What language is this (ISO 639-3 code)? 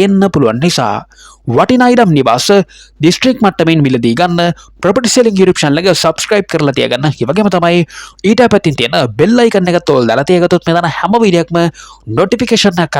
sin